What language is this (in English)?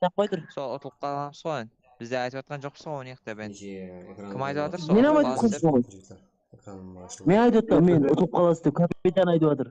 Kara-Kalpak